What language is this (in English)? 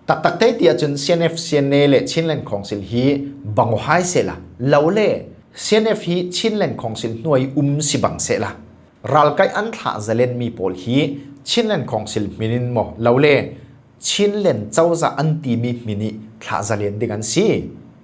Falam Chin